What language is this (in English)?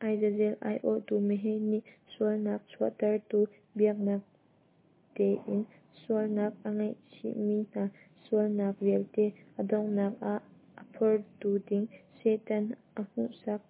Hakha Chin